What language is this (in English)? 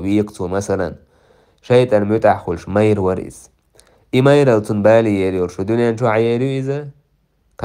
Chechen